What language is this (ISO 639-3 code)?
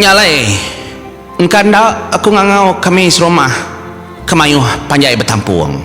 iba